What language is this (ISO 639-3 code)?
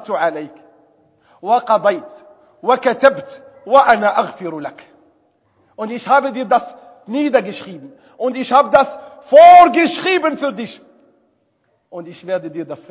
deu